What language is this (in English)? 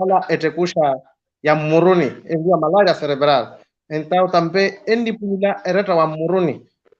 Makhuwa